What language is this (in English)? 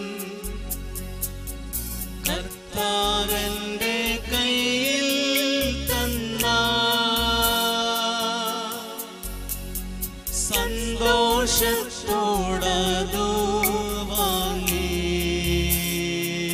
Malayalam